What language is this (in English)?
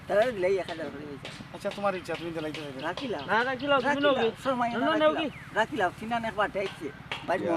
Sylheti